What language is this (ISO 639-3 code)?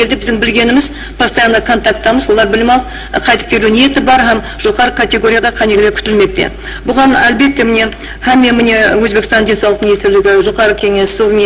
kaa